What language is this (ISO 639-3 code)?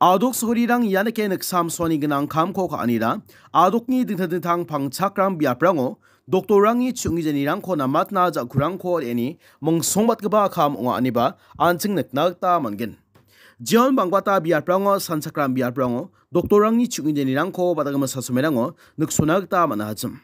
grt